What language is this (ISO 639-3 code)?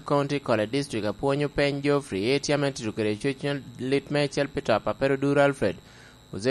laj